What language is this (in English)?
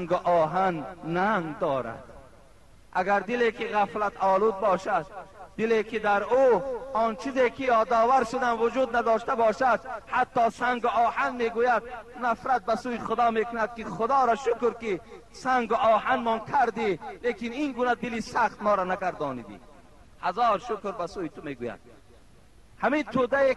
Tajik